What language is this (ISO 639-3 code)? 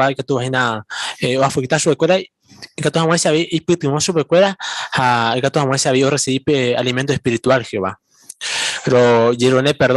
grn